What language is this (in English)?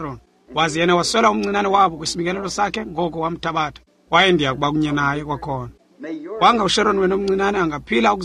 Xhosa